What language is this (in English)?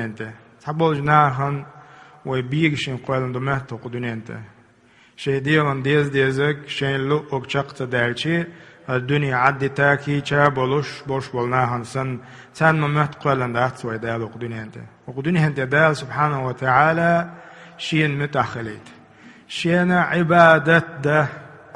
Chechen